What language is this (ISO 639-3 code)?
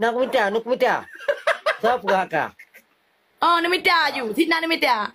ace